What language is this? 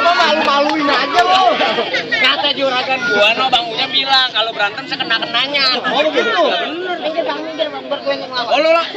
Betawi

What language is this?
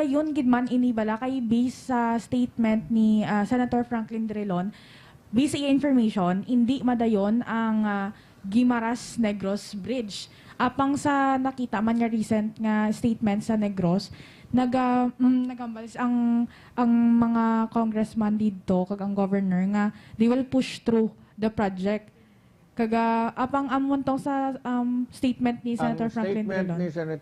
Hiligaynon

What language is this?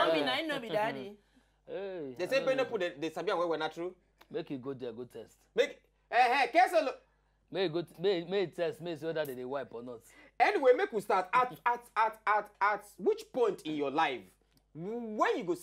Nigerian Pidgin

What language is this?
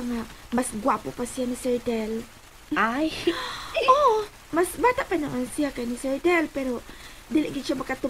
Cebuano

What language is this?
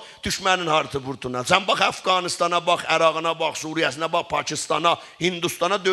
South Azerbaijani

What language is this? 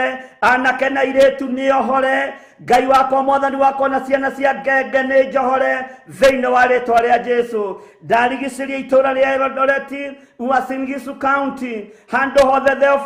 Kikuyu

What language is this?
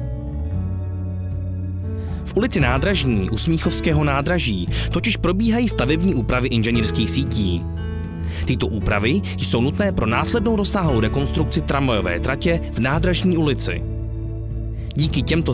Czech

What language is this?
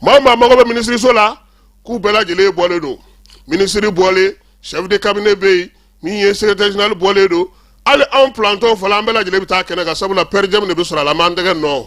Bambara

